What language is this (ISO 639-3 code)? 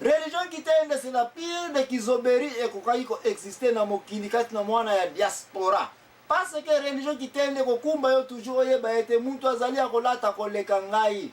lin